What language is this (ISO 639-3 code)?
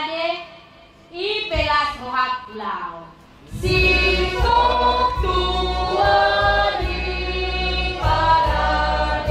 bbc